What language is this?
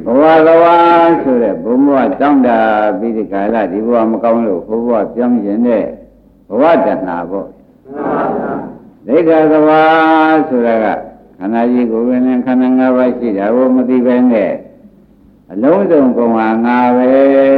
Burmese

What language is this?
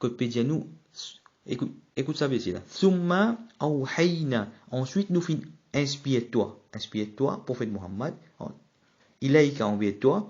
Morisyen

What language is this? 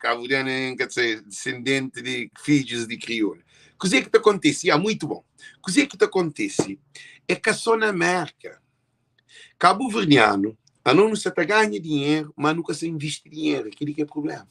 Kabuverdianu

